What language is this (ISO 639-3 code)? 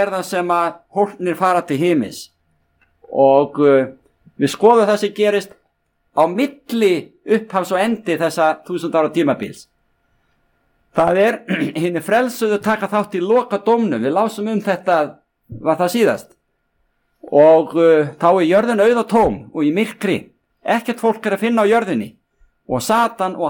isl